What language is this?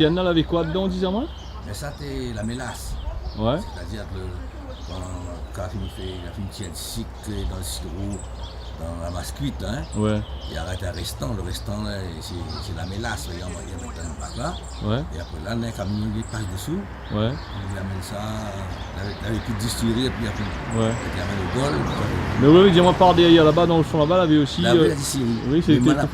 Réunion Creole French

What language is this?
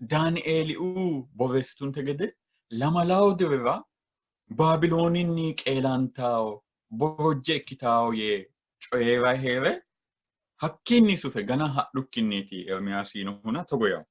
Sidamo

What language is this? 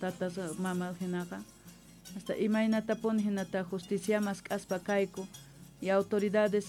South Bolivian Quechua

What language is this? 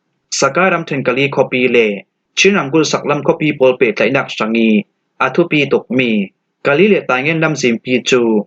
Falam Chin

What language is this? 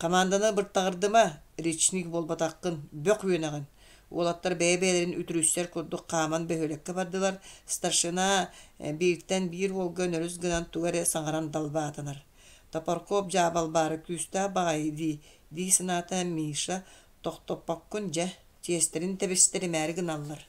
Yakut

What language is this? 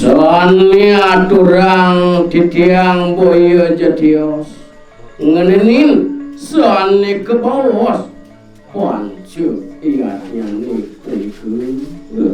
Balinese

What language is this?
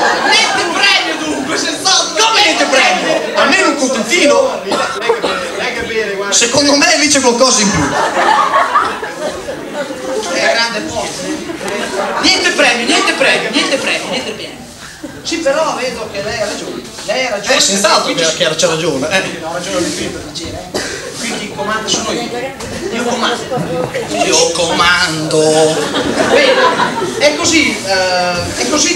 Italian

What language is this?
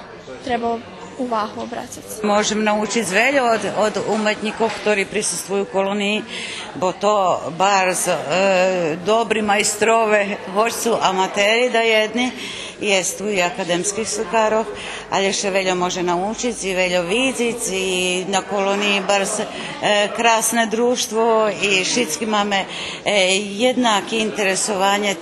Rusyn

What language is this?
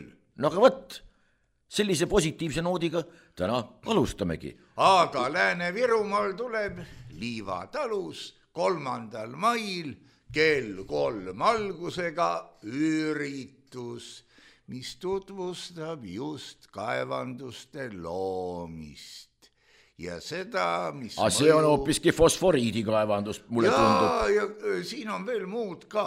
Estonian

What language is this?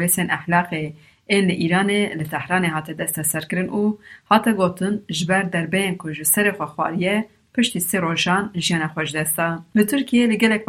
Kurdish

